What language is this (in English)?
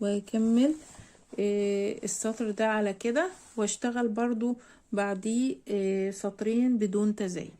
Egyptian Arabic